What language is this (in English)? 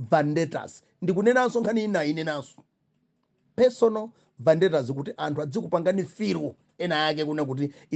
Nyanja